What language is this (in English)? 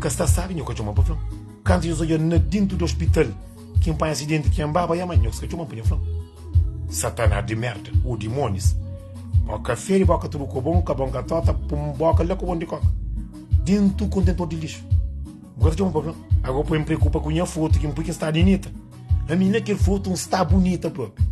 Kabuverdianu